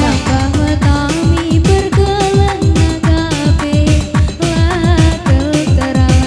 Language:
Batak Karo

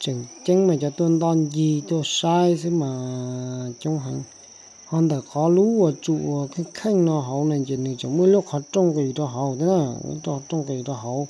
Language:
Hmong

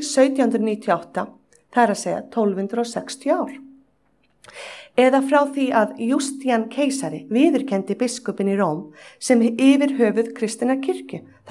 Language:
Icelandic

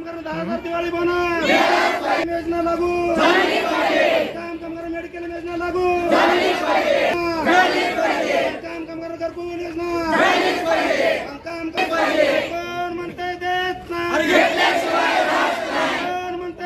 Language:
Marathi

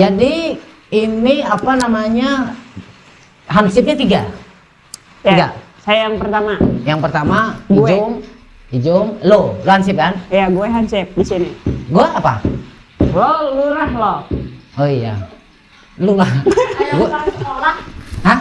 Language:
Banjar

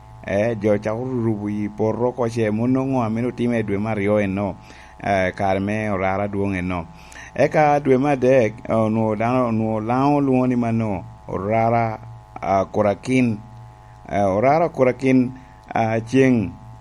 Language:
Lango (Uganda)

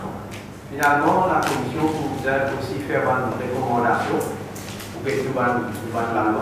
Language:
Morisyen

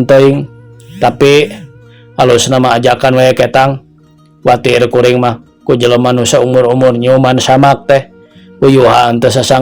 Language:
Sundanese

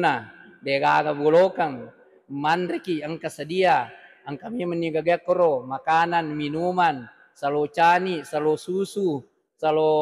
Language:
Buginese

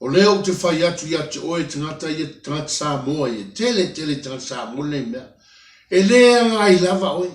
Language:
Samoan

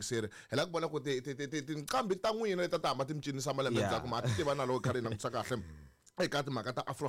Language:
Tsonga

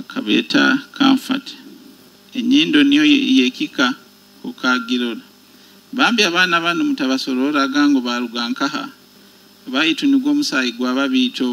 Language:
Nyoro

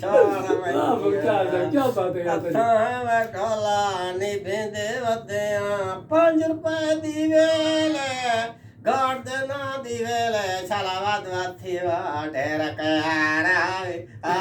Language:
Saraiki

